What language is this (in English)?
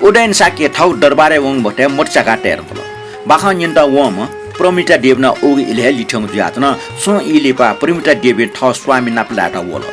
Newari